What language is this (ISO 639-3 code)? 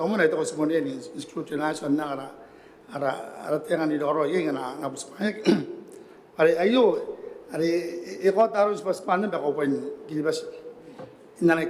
gil